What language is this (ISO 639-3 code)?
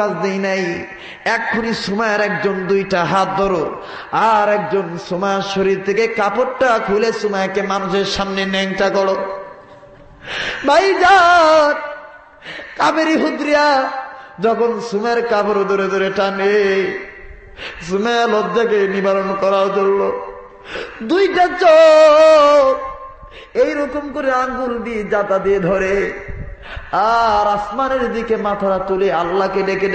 ben